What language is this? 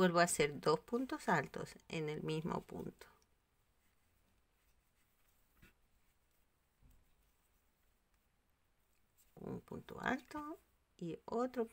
Spanish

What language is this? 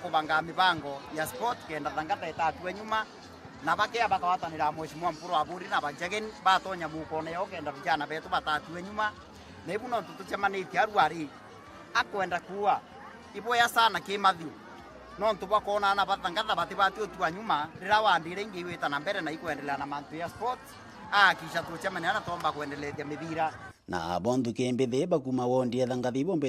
Meru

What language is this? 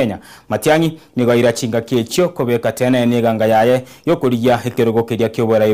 Gusii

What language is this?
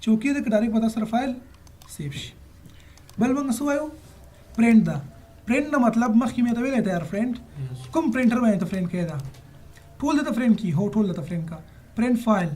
Pashto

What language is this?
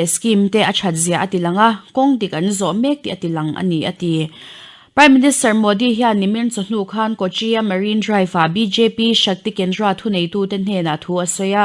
Mizo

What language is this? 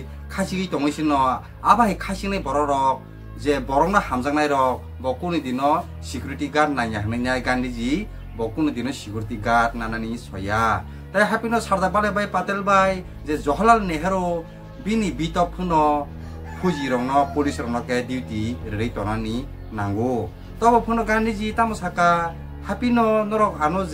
Kok Borok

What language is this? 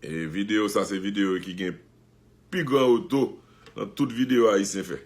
Haitian Creole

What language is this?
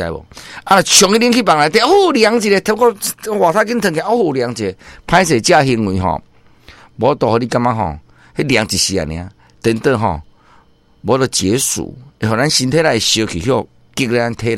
Min Nan Chinese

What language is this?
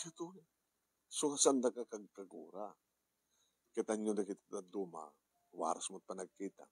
Iloko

